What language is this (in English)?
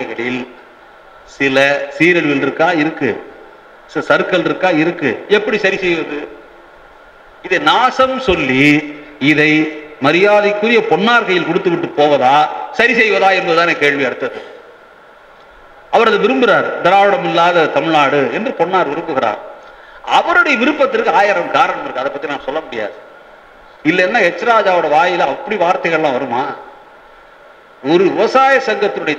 Tamil